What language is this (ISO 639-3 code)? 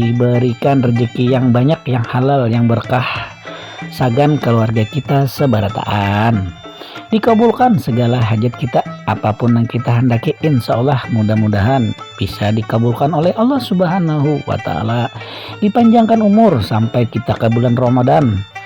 bjn